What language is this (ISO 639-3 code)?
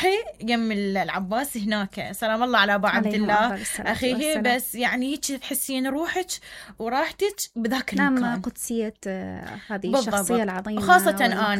acm